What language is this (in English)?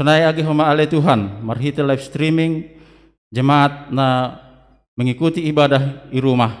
Batak Simalungun